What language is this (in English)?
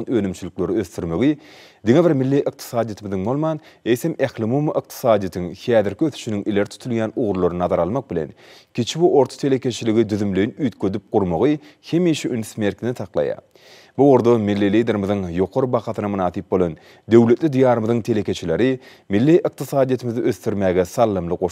Turkmen